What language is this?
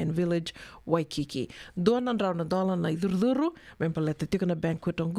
Fijian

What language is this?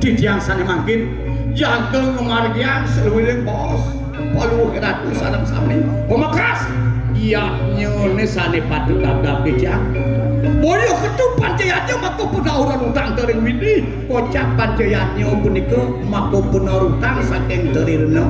Balinese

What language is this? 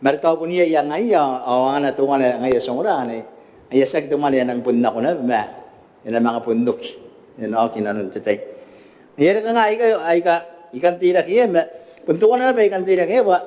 Gilbertese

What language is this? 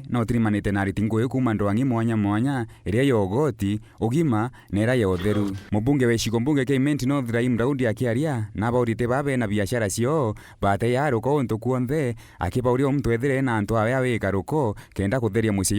Meru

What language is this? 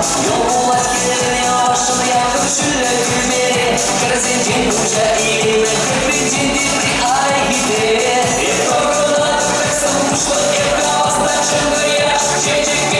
Chuvash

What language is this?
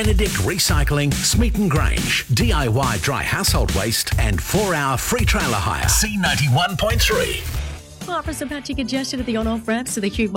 English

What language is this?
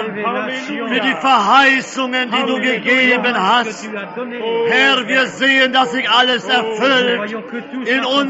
German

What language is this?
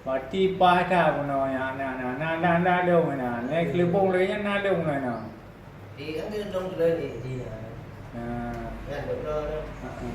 Achinese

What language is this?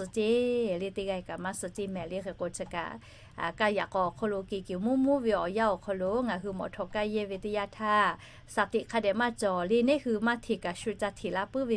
Lahu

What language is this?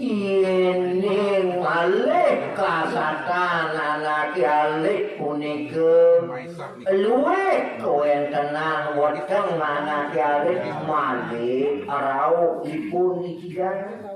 Balinese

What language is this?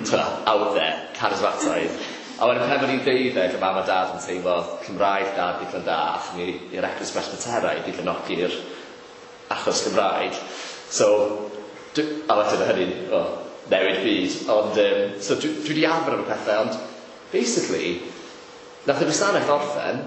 Welsh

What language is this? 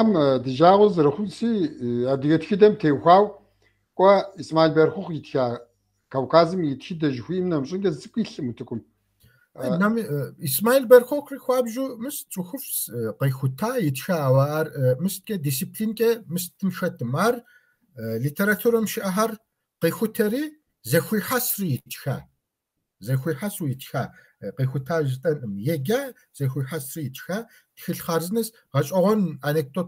Kabardian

